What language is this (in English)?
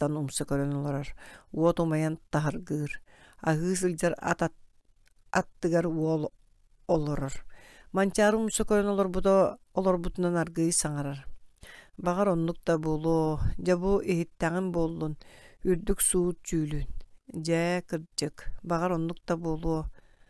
Yakut